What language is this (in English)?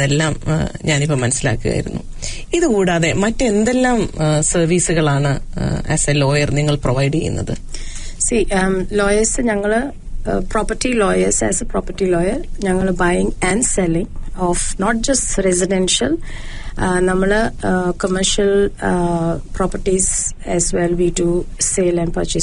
Malayalam